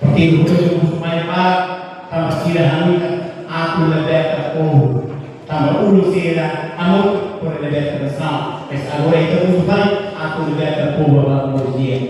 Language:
Tetum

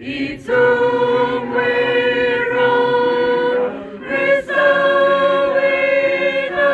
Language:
Tangkhul Naga (India)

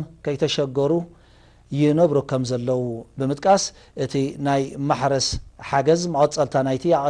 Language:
Tigrinya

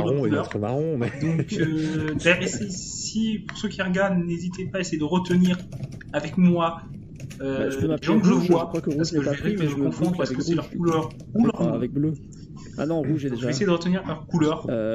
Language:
French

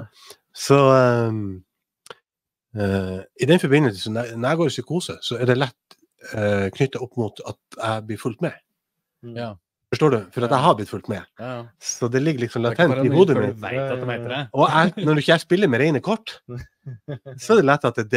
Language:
Norwegian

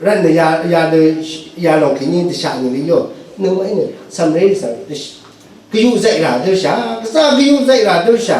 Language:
Rawang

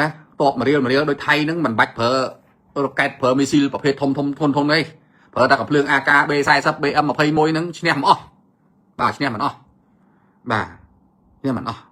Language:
Khmer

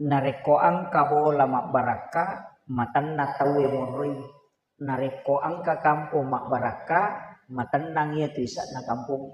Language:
Buginese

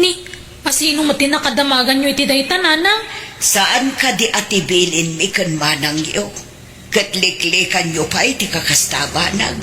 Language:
Iloko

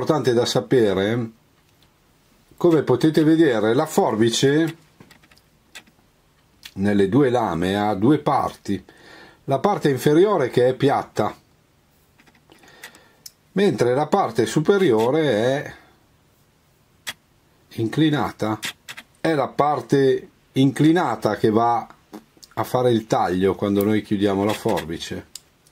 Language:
Italian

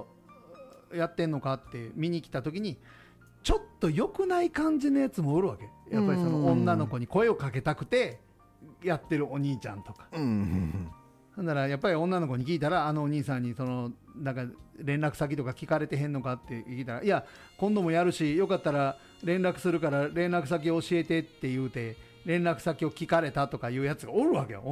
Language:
Japanese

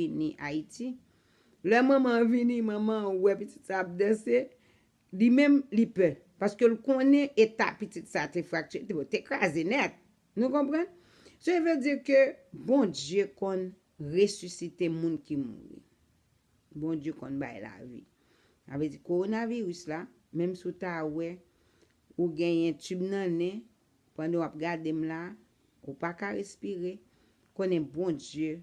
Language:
Haitian Creole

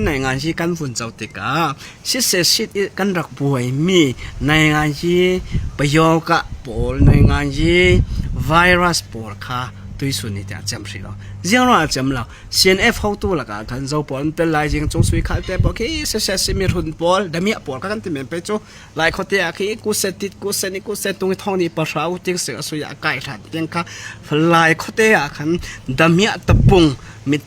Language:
Hakha Chin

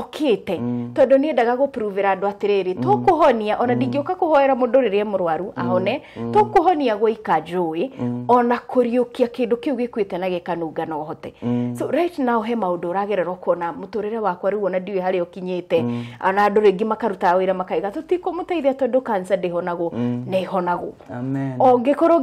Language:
Kikuyu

